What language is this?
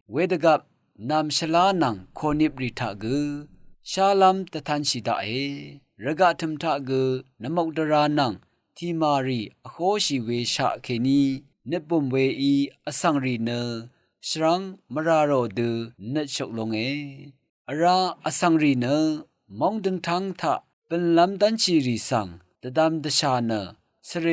Rawang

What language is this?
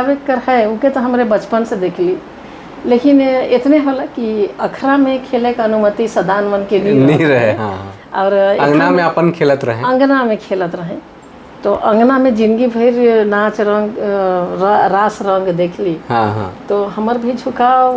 Sadri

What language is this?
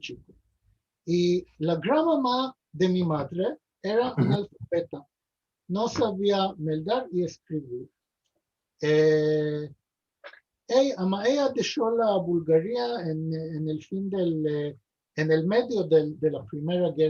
Ladino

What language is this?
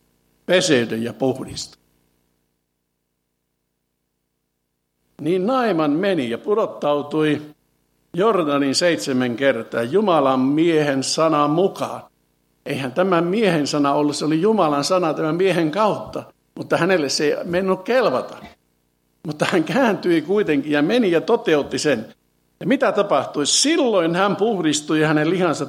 Finnish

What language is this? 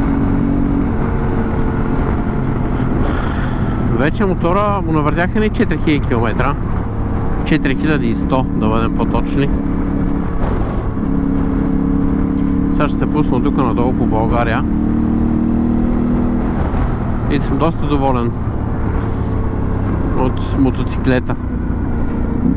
Bulgarian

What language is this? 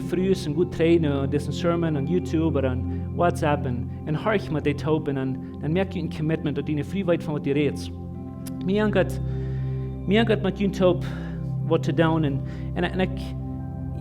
Plautdietsch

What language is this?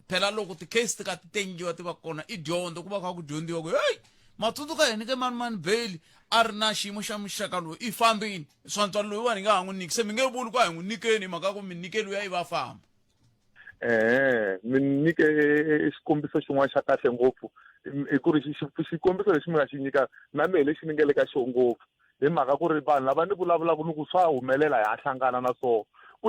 Tsonga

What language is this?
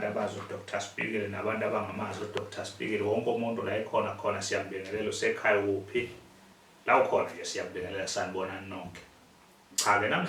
Zulu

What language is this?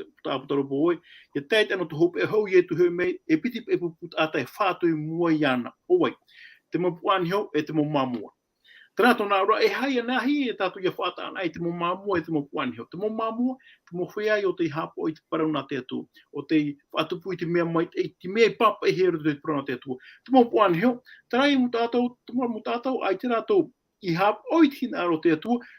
Tahitian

